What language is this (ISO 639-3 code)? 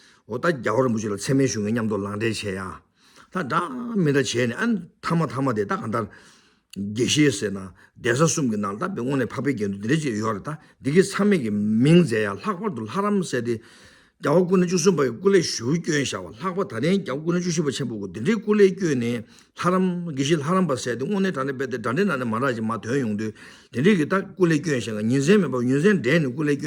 bod